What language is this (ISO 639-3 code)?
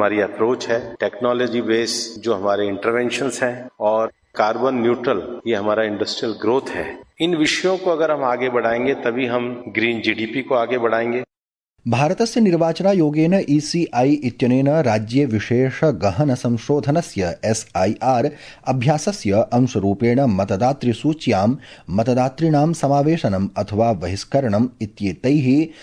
san